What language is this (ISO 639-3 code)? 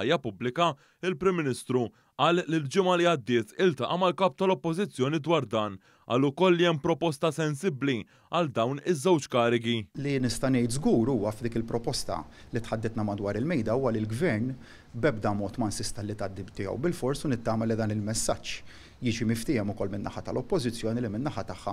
mlt